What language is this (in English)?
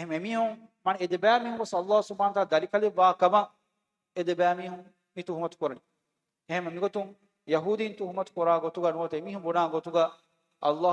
Divehi